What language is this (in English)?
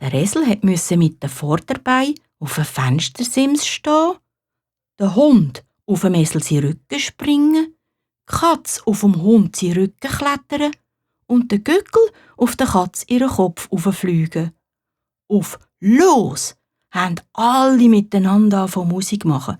Swiss German